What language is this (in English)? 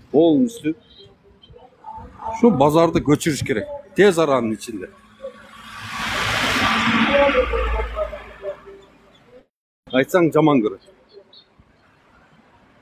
Kyrgyz